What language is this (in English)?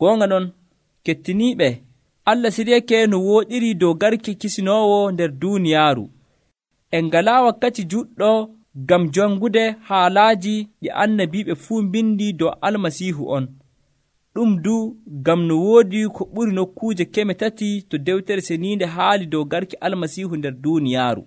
Nigerian Fulfulde